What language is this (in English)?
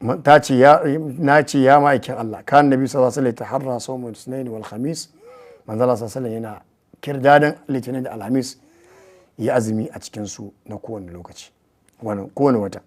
Hausa